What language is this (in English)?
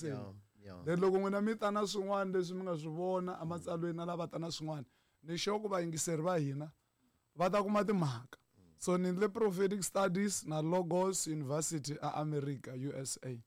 Tsonga